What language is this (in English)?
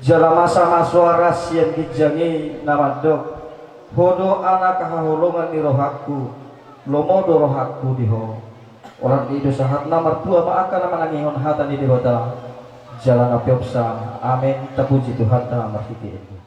Batak Toba